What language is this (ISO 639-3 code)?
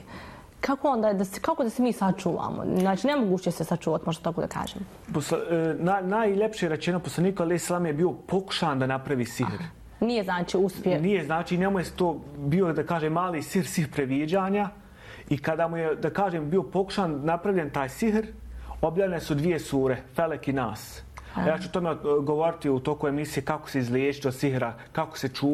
bos